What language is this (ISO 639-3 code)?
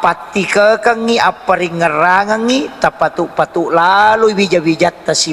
bug